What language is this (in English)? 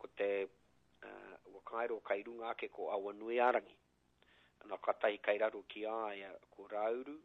Māori